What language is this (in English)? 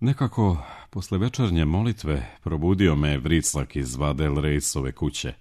Serbian